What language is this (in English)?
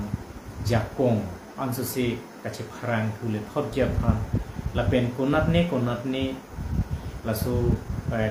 Karbi